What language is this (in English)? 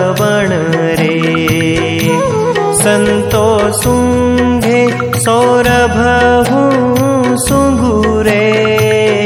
Gujarati